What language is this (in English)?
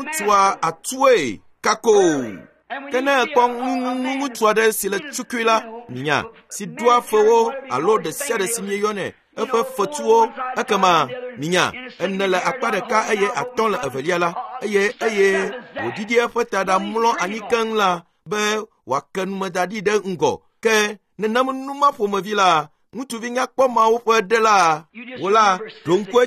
Ewe